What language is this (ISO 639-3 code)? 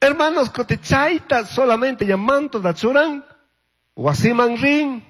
qug